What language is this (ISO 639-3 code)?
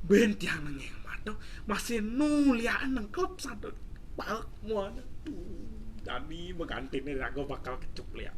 ban